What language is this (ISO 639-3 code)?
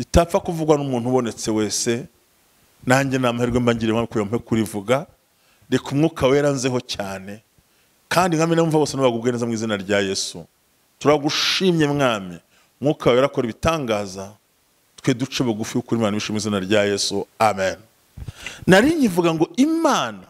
kin